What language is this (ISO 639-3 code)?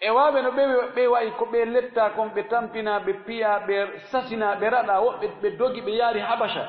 ful